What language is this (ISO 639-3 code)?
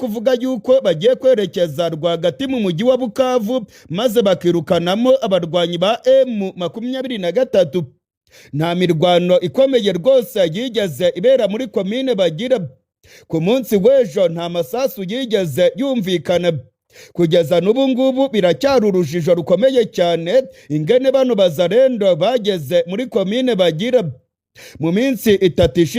run